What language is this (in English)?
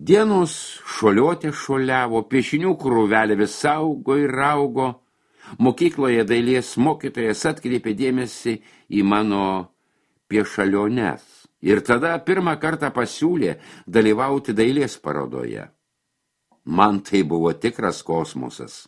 Lithuanian